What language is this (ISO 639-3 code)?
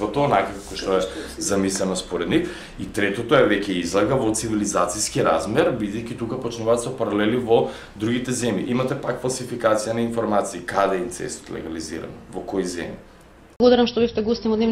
mkd